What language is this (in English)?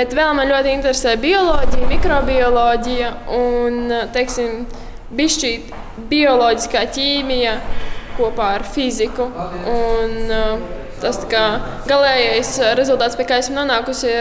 Latvian